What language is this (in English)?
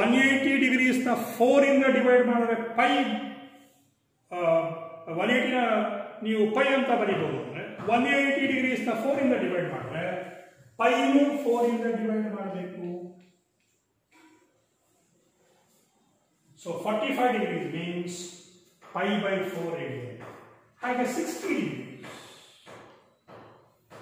Kannada